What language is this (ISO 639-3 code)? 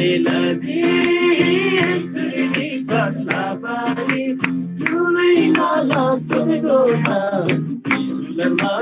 taj